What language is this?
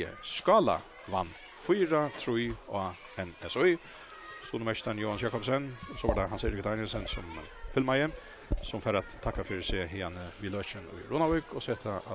Faroese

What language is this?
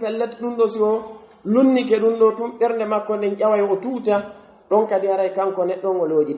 Pular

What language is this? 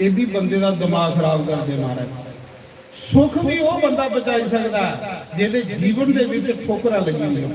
Dogri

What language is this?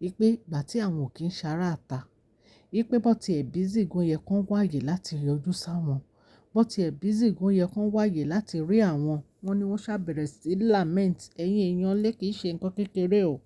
Yoruba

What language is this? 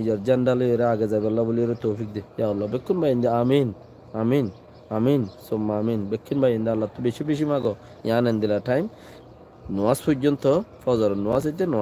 Rohingya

